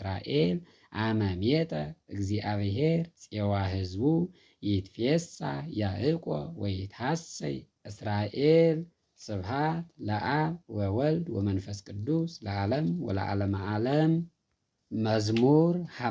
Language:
Geez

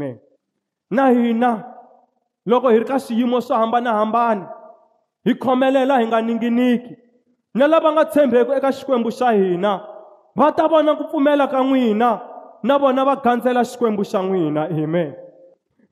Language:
Tsonga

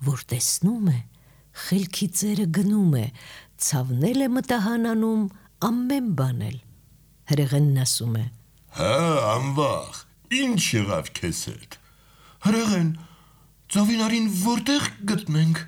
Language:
Armenian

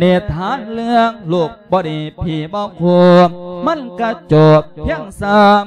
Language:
Lao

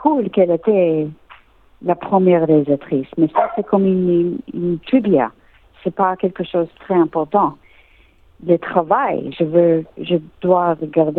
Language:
French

